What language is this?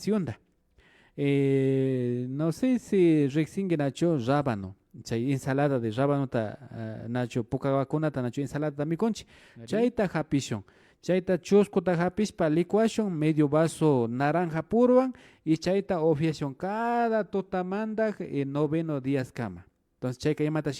Imbabura Highland Quichua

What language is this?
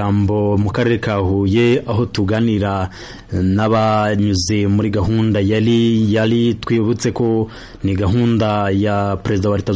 Kinyarwanda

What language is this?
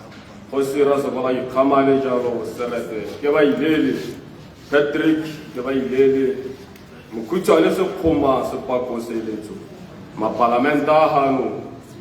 Tswana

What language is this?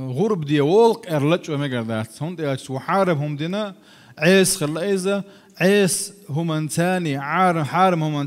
Chechen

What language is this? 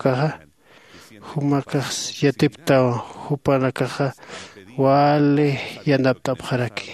Aymara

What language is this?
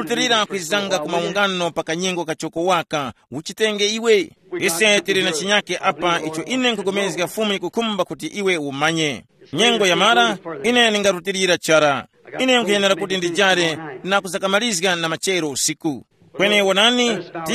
Tumbuka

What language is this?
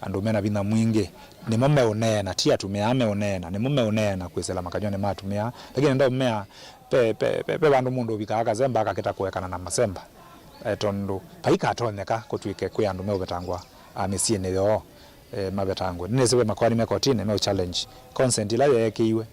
Kamba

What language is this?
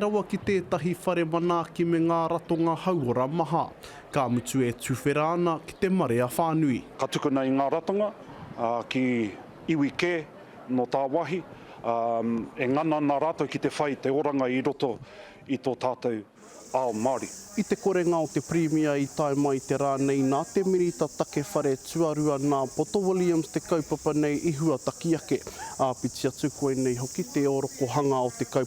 Māori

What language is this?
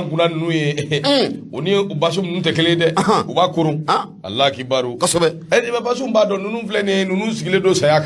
Bambara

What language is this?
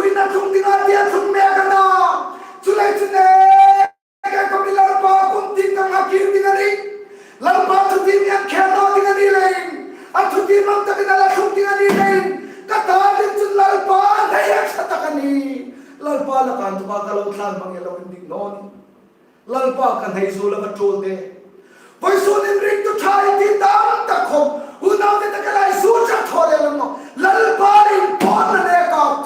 Hmar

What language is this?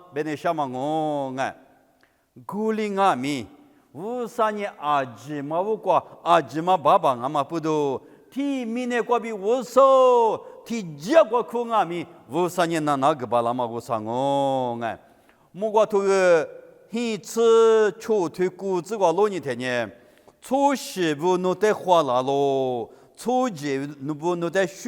Lisu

